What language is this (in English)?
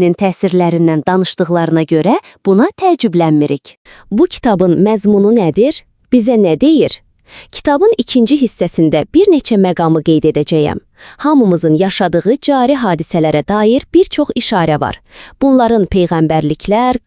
Azerbaijani